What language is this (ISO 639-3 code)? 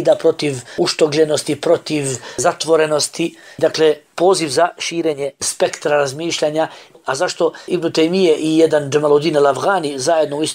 bos